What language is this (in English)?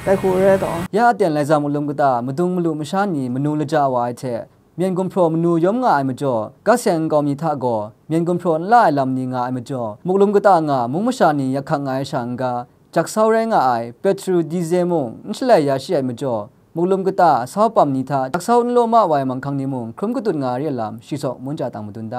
Kachin